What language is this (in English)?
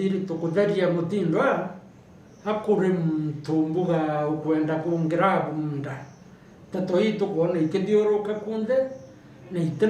Meru